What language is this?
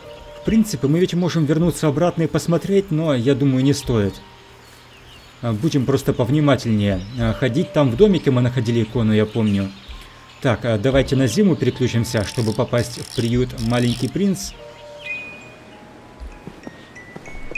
Russian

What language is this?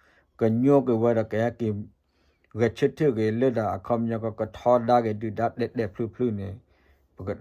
S'gaw Karen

